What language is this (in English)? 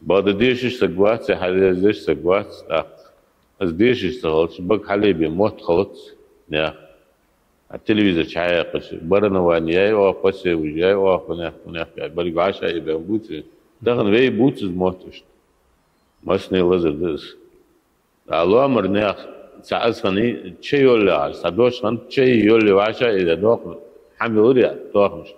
Ingush